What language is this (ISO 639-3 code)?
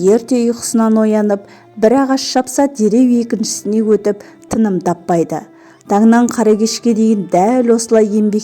kaz